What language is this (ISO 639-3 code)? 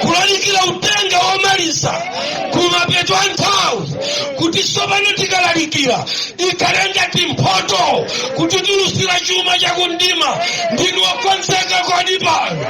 nya